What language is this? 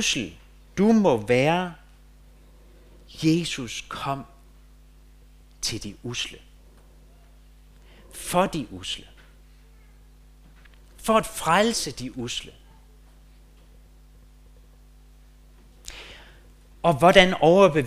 Danish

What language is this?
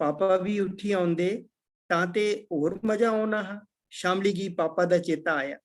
Dogri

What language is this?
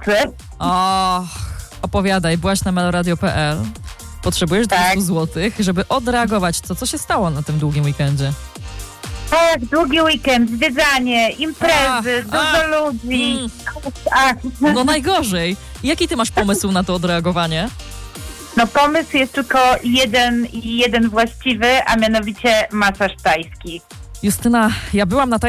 Polish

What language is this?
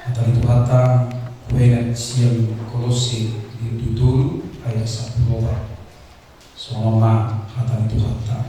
Batak Toba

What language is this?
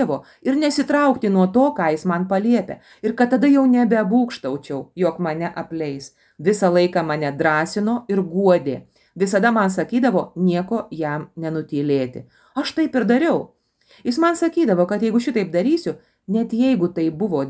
Lithuanian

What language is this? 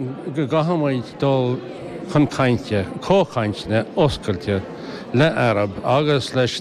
Irish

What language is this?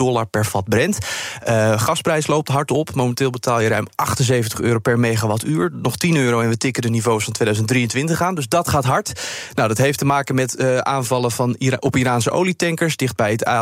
Dutch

